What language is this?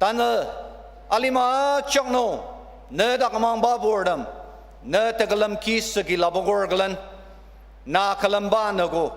Ao Naga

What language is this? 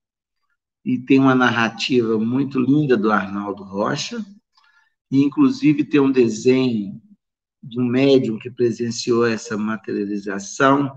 Portuguese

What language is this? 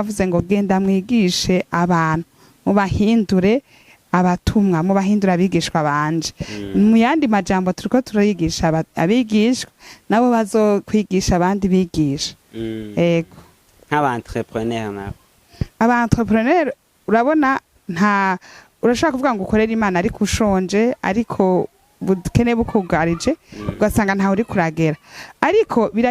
Rundi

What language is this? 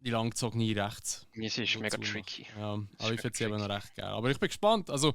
Swiss German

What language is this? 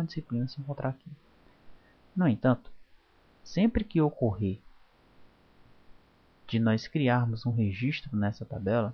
Portuguese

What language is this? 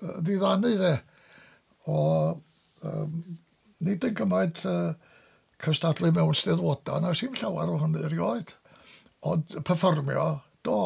Welsh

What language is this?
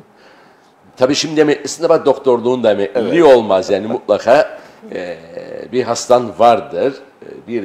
Turkish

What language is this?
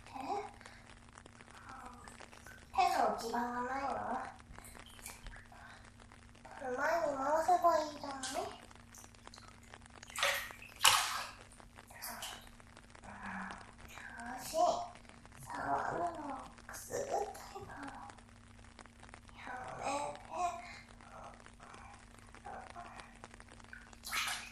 Japanese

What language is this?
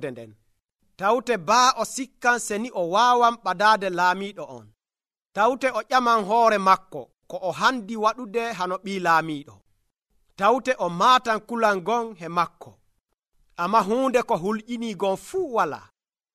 Nigerian Fulfulde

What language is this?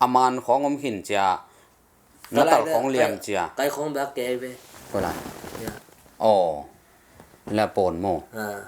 Tedim Chin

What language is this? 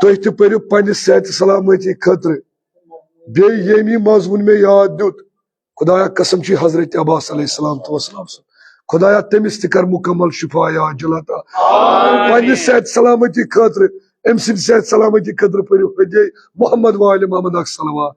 Kashmiri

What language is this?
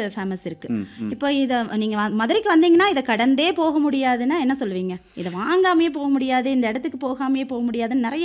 Tamil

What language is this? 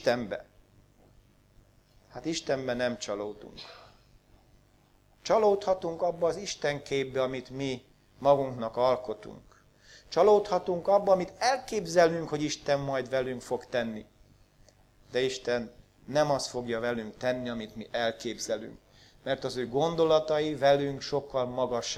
Hungarian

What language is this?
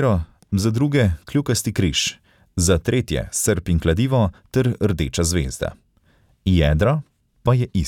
Slovenian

